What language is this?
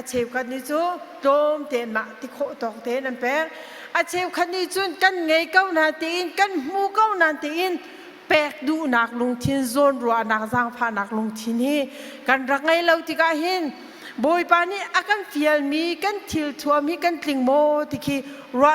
Hakha Chin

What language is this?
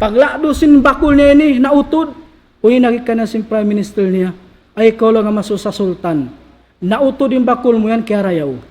Tausug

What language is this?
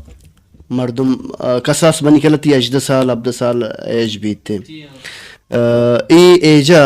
Baluchi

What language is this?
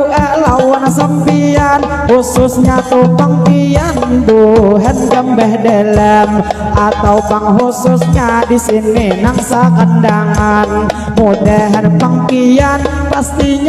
Banjar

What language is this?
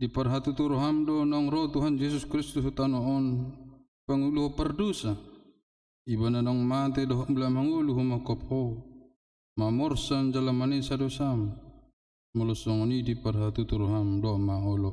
Batak Toba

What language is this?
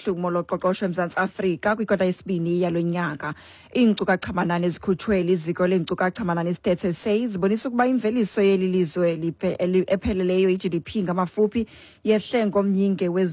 Xhosa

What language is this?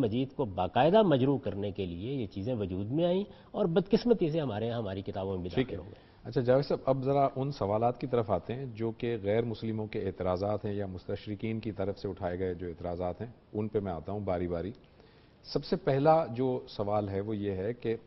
Urdu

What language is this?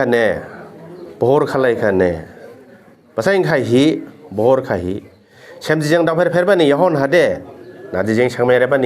Dimasa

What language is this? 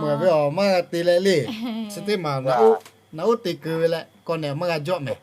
Lahu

